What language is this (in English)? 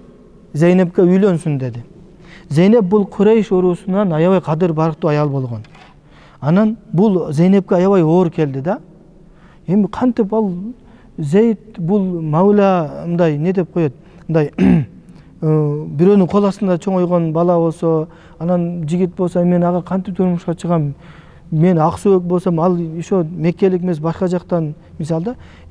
Kyrgyz